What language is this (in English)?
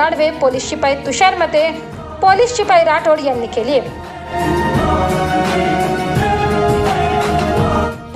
Marathi